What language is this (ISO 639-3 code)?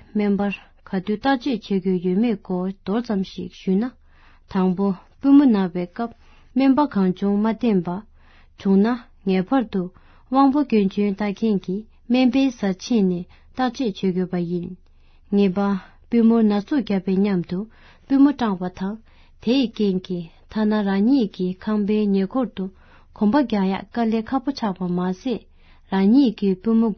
bod